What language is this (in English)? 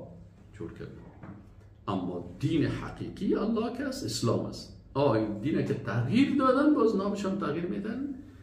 Persian